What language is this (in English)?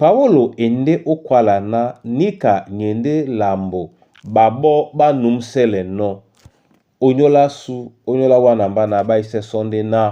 Duala